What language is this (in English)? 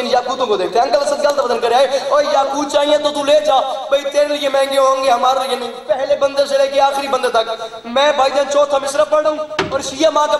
Urdu